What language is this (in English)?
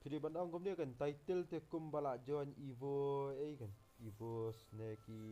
Khasi